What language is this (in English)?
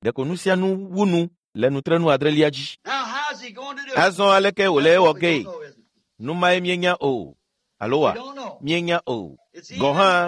Ewe